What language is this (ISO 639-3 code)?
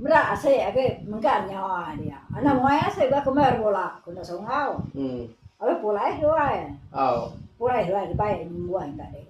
iba